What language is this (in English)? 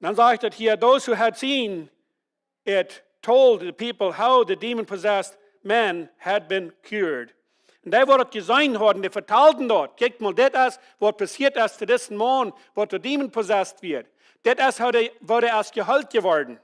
Plautdietsch